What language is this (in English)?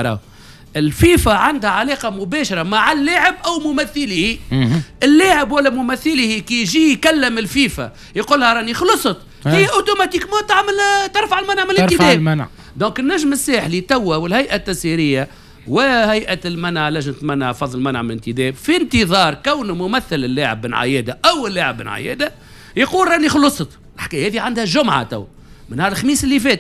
Tunisian Arabic